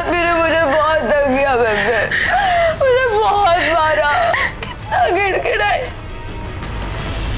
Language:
Hindi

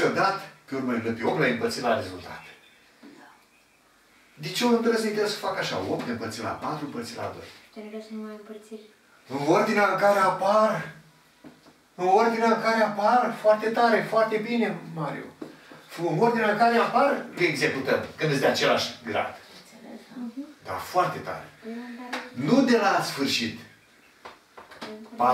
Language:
Romanian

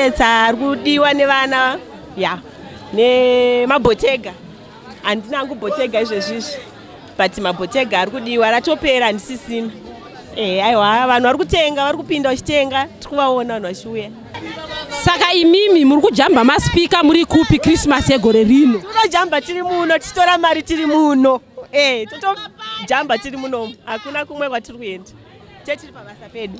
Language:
Shona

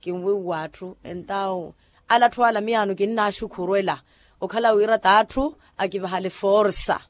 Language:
Makhuwa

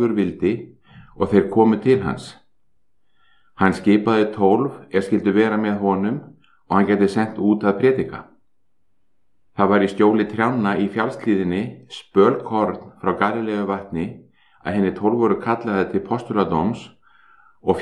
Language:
Icelandic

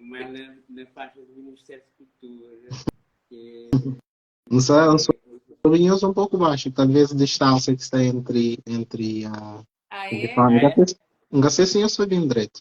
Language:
Kabuverdianu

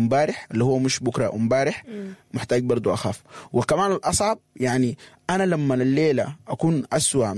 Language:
Sudanese Arabic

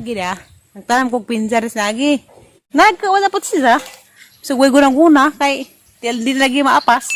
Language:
Cebuano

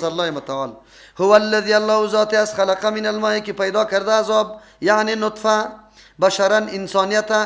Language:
Persian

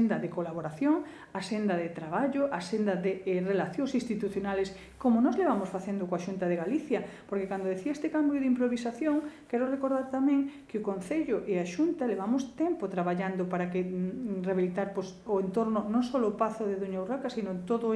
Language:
Galician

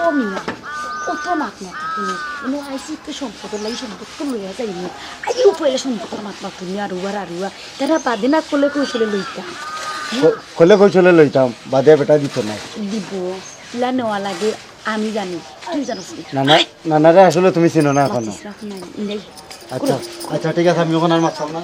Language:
Sylheti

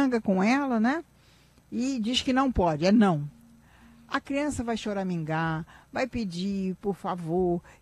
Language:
Portuguese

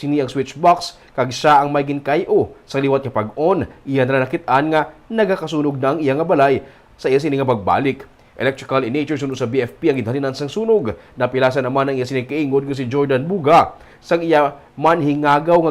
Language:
Hiligaynon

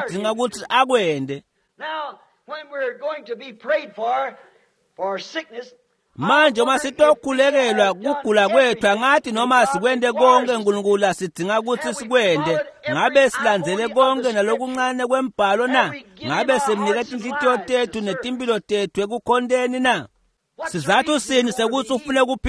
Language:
Swati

